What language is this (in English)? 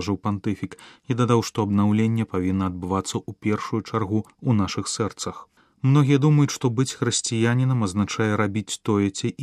Belarusian